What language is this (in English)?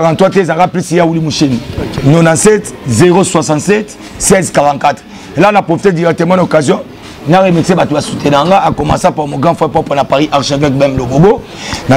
Lingala